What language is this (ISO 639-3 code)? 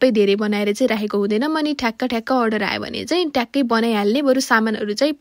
nep